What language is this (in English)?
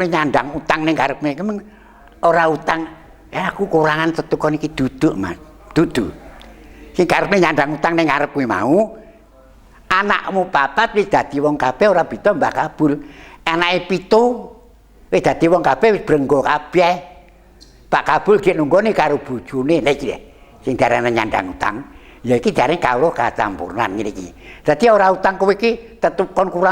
Javanese